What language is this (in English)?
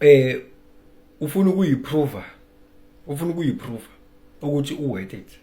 Zulu